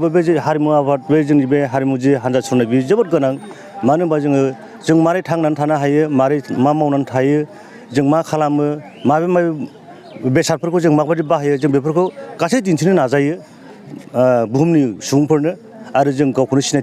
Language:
Bodo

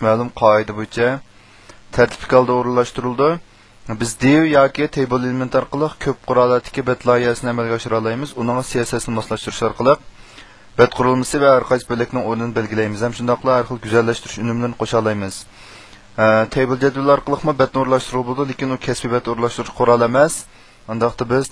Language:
Uyghur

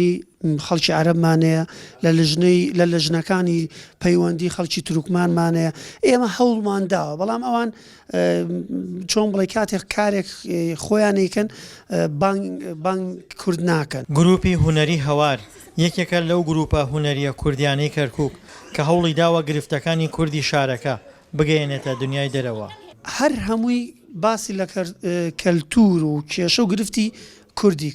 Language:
Central Kurdish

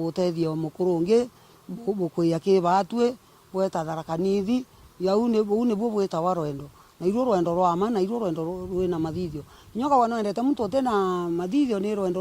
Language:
Meru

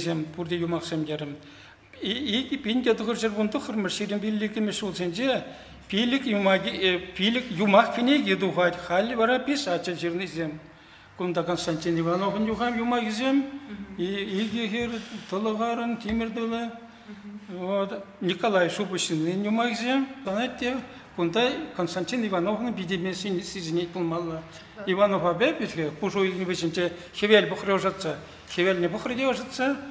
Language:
Chuvash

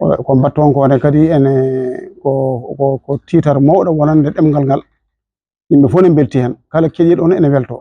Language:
Fula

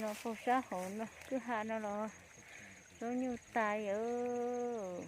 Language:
Hmong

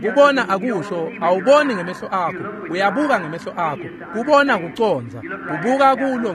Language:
Swati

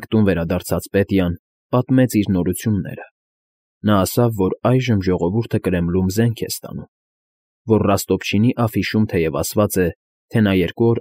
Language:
Armenian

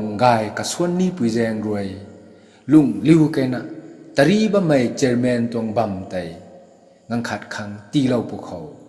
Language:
Rongmei Naga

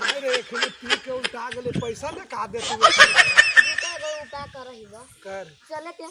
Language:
Magahi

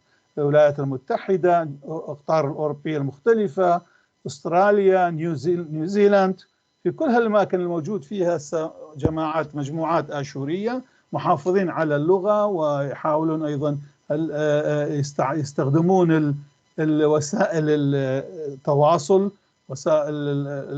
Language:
North Levantine Arabic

